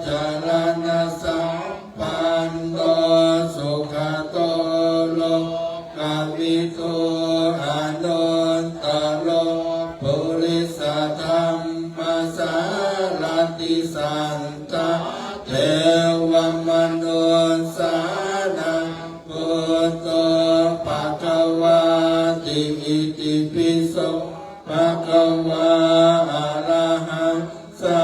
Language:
Pali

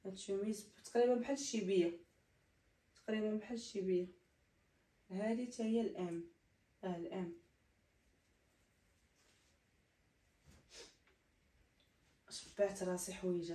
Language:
Moroccan Arabic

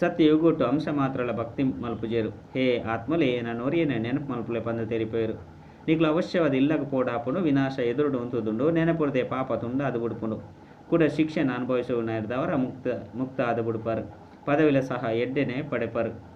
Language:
Tulu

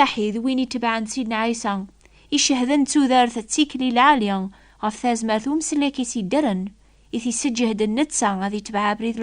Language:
Kabyle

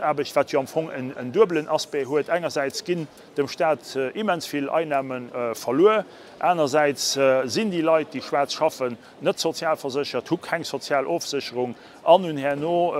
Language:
Luxembourgish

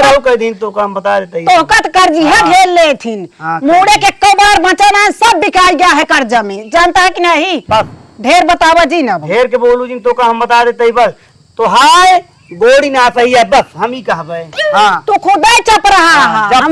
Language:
Awadhi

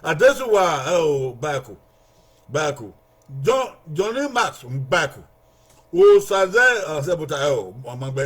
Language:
Bini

